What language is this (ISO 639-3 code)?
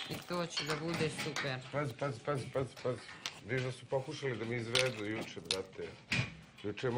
srp